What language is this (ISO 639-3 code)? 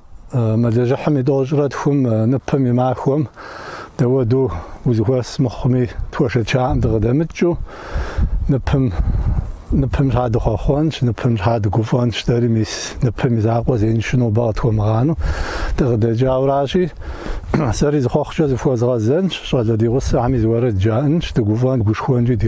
kbd